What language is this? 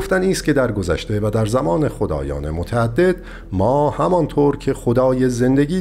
Persian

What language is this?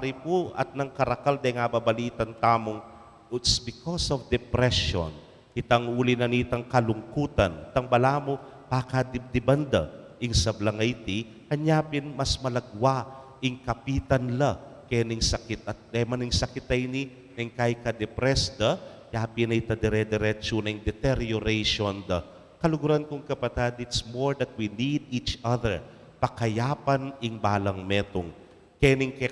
Pampanga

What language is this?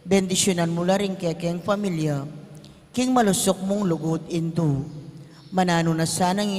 Pampanga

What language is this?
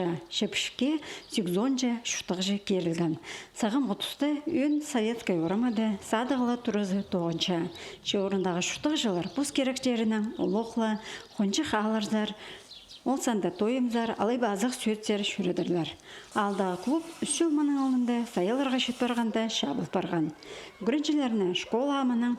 Khakas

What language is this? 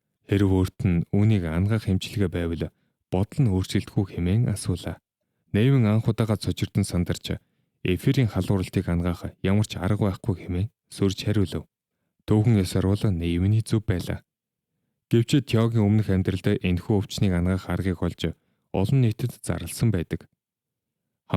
Mongolian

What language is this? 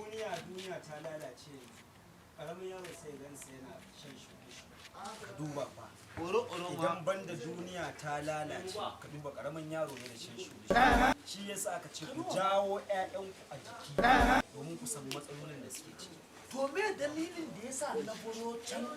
Hausa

